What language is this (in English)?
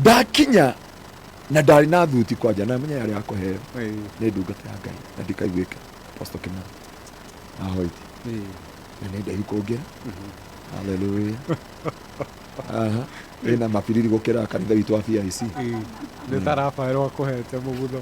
Kikuyu